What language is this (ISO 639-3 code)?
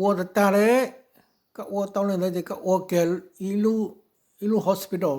hmn